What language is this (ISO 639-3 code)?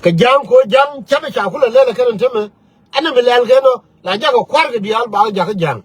nus